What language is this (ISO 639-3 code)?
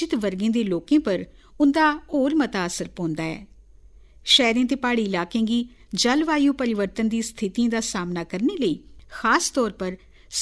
doi